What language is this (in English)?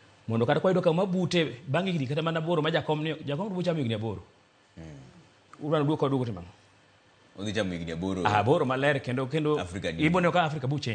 Luo (Kenya and Tanzania)